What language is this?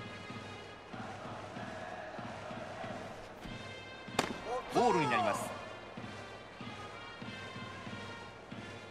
Japanese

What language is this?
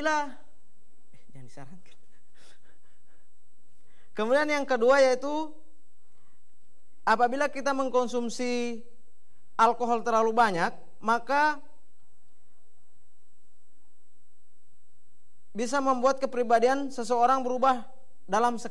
Indonesian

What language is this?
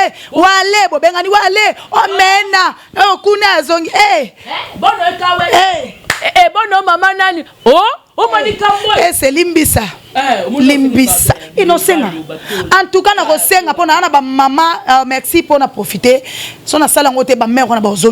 Lingala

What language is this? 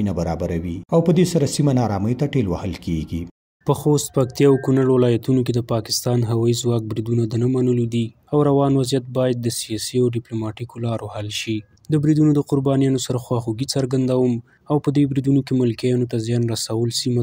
Pashto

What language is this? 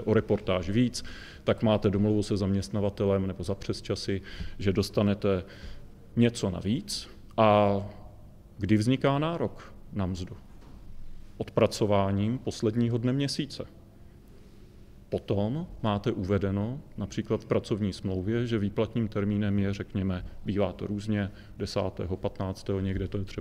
Czech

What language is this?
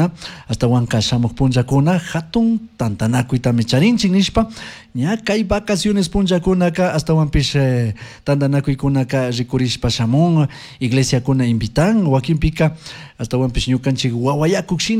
Chimborazo Highland Quichua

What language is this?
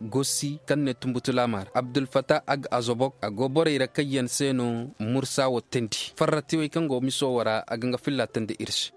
Koyraboro Senni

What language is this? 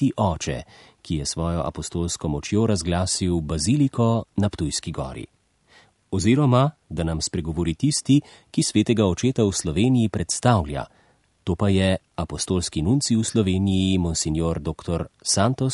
Slovenian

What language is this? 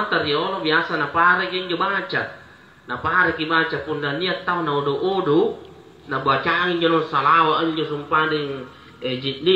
Makasar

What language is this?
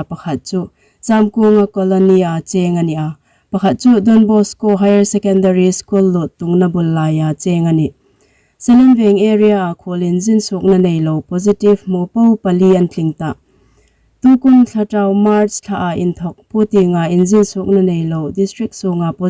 Hmar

